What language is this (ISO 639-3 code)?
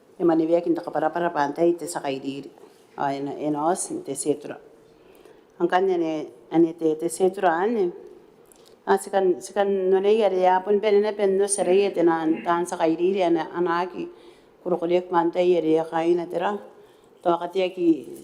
gil